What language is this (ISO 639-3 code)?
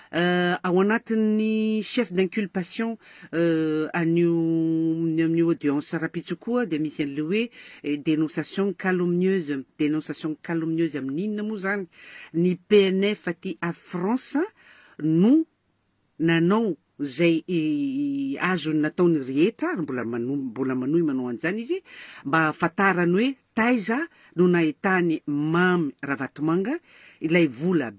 mlg